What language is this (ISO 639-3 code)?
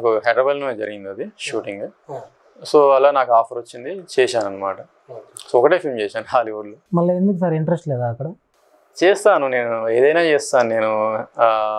tel